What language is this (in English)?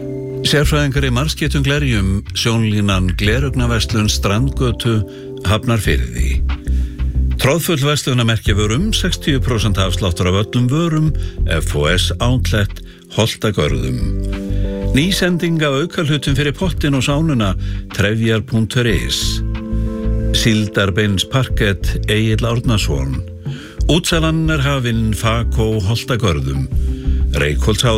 Icelandic